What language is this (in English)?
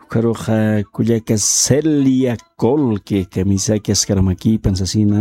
Aymara